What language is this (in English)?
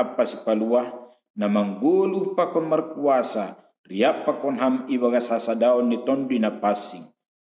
Batak Simalungun